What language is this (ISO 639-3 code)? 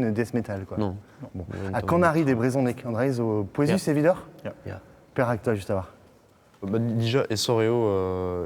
bre